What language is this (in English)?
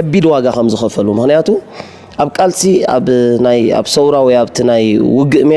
Tigrinya